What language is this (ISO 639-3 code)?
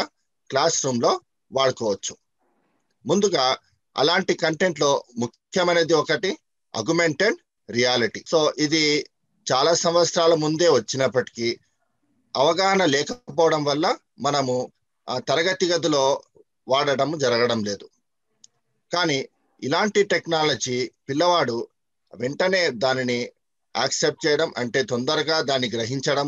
tel